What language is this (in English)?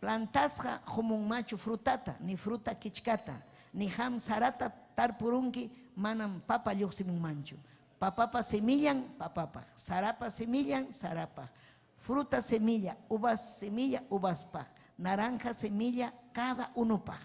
Ayacucho Quechua